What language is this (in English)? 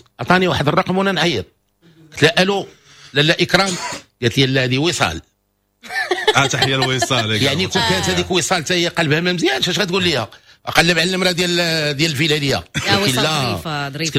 Moroccan Arabic